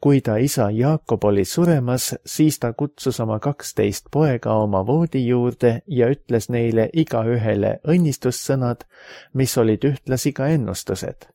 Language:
Estonian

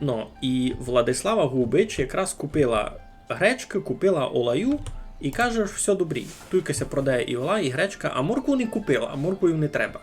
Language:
Rusyn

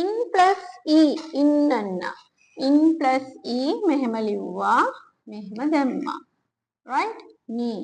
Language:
Sinhala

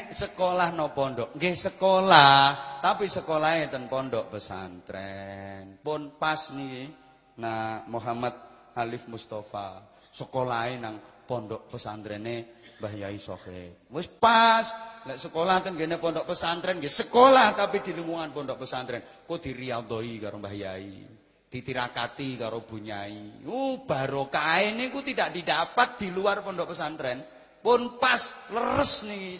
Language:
Javanese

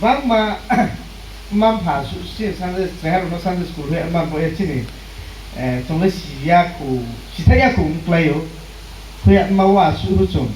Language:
Riang (India)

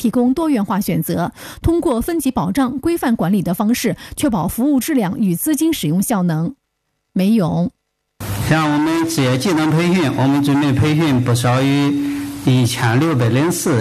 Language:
Chinese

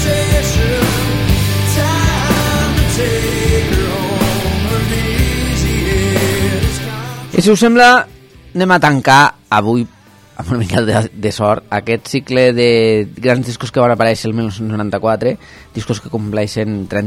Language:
Catalan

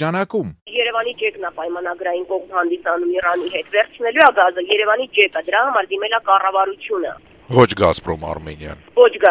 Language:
Armenian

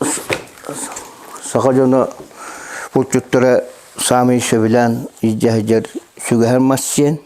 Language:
Yakut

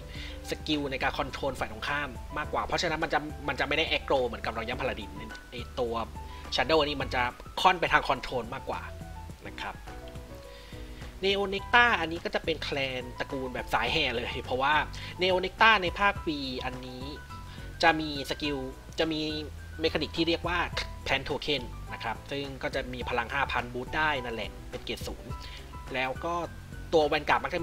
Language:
Thai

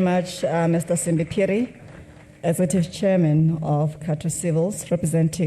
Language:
Tswana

